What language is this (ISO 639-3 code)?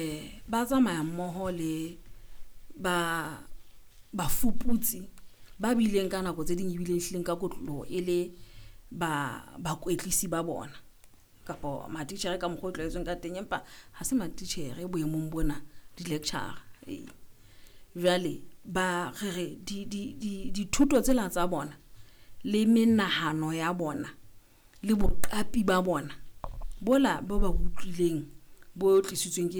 sot